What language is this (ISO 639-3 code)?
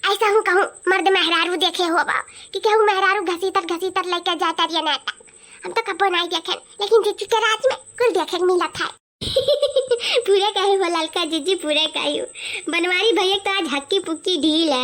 awa